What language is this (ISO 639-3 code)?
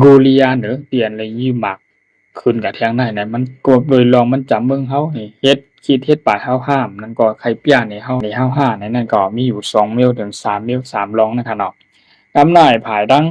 shn